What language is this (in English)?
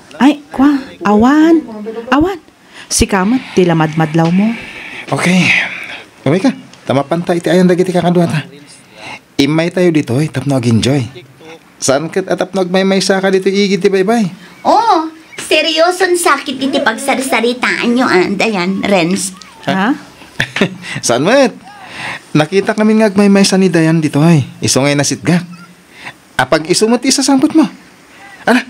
Iloko